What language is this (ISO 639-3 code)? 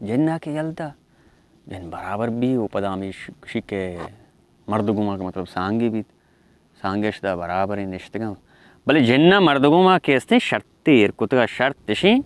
bal